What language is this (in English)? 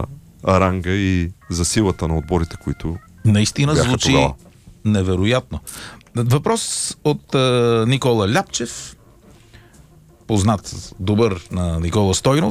Bulgarian